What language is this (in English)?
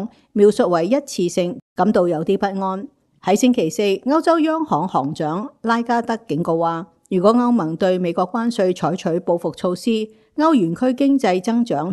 Cantonese